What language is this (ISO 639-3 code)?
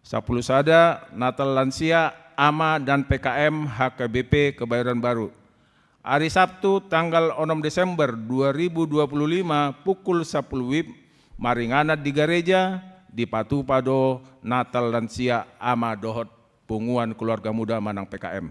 bbc